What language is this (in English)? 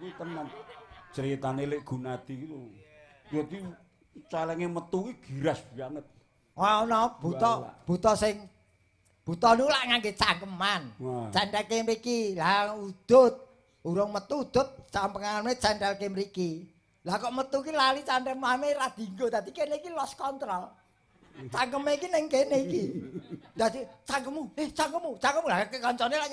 Javanese